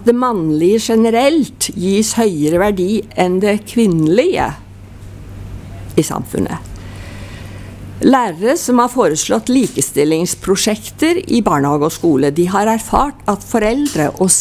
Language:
Norwegian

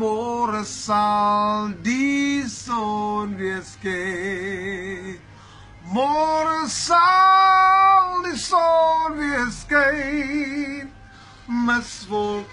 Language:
Afrikaans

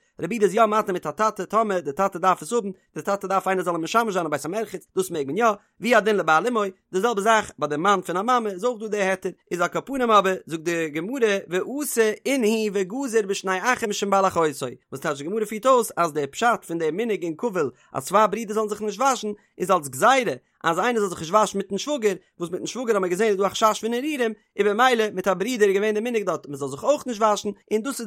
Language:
Yiddish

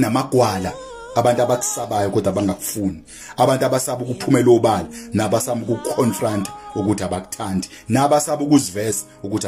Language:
Zulu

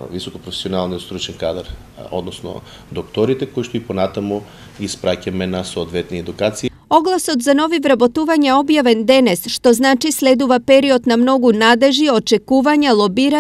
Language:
Macedonian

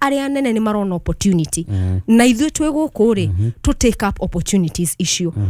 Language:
Kikuyu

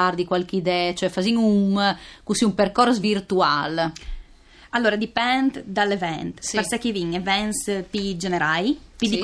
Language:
Friulian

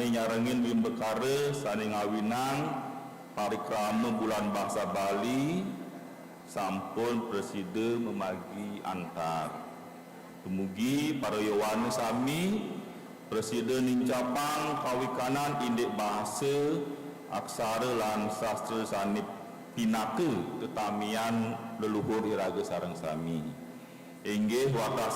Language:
Balinese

